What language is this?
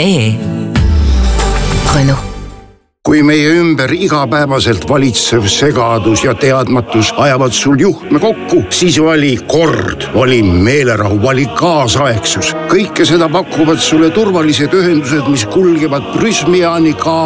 Estonian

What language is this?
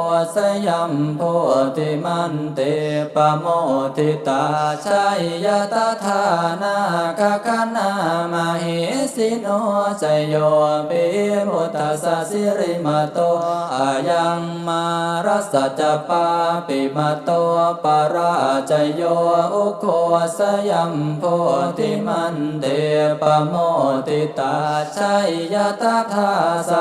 Pali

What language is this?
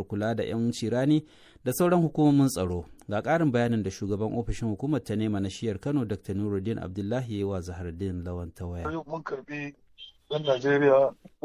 Hausa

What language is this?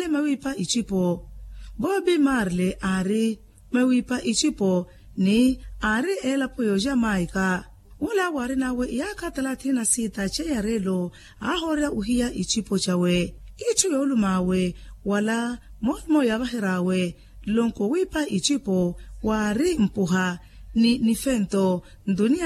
Makhuwa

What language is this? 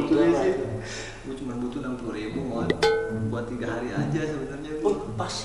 Betawi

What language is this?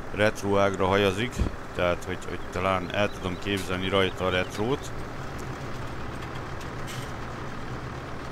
Hungarian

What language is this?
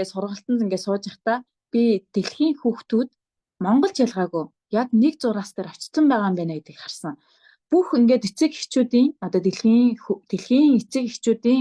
Mongolian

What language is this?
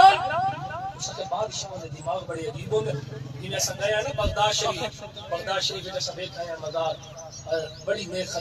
Saraiki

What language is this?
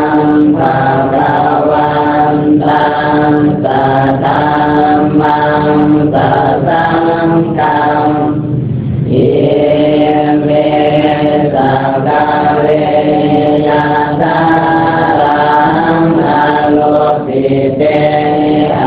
Pali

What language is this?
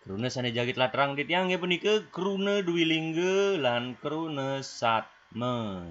Balinese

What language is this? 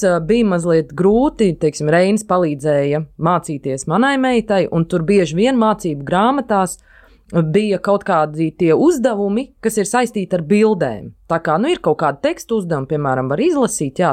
Latvian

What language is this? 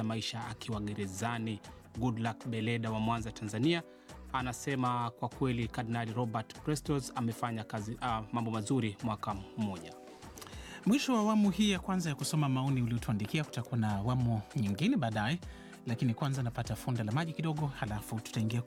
Swahili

